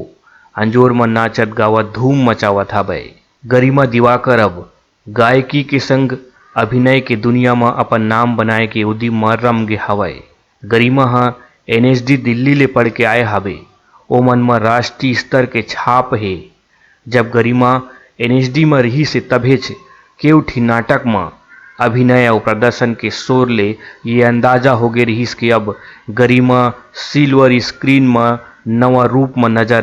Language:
Chhattisgarhi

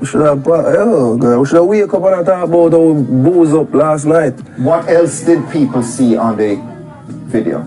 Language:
Jamaican Creole English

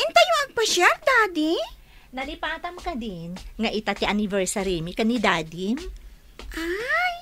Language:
Iloko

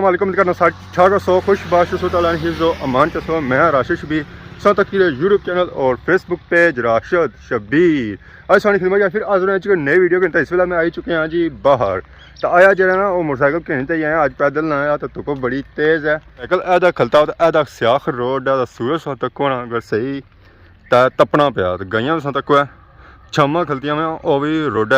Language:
Pahari-Potwari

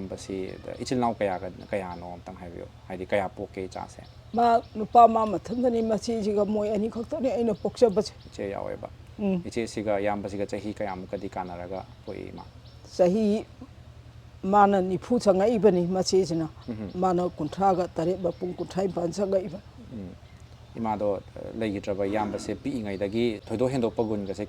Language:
Manipuri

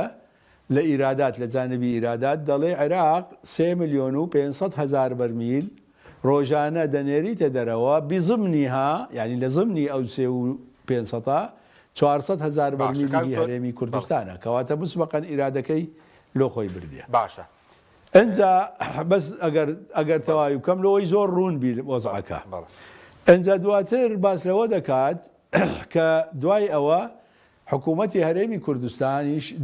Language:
Central Kurdish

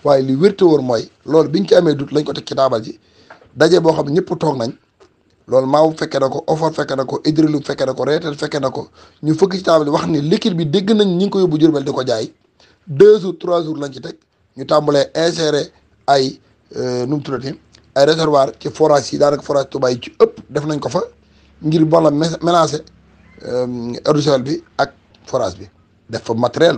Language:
Wolof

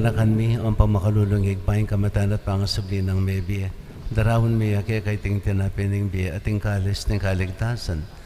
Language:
Pampanga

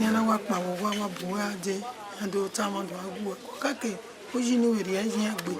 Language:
Bini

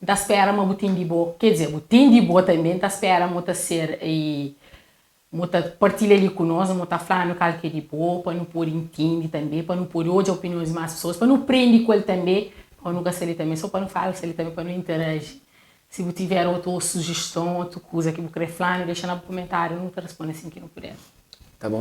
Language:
Kabuverdianu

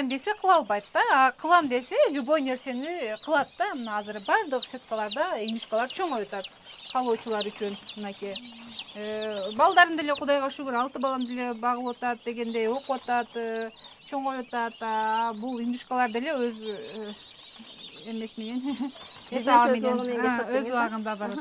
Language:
Kyrgyz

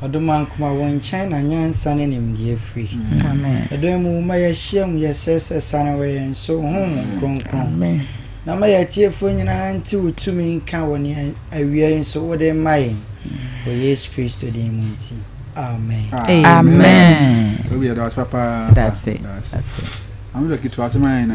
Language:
Akan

